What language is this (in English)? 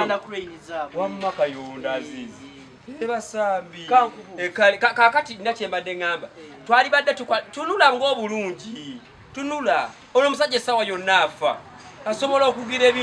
Ganda